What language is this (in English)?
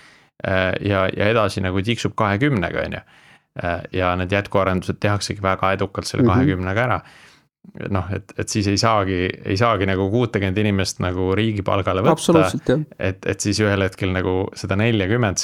Estonian